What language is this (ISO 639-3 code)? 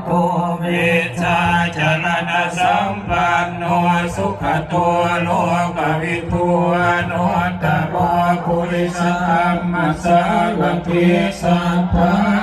pli